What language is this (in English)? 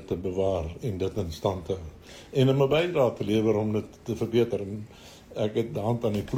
Afrikaans